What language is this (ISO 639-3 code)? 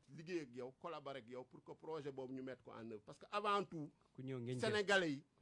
wol